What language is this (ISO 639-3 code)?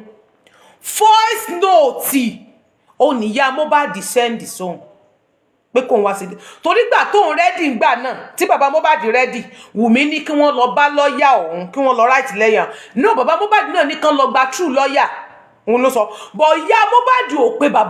yor